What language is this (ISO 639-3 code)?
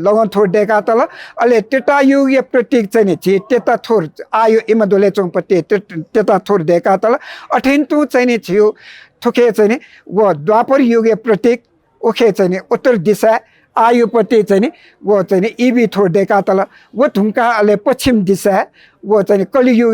new